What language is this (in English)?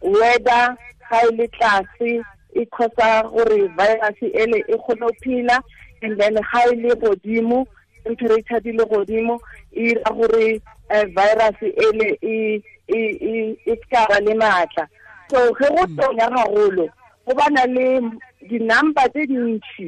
Tswana